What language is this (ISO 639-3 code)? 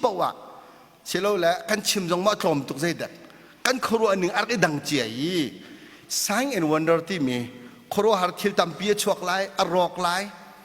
cnh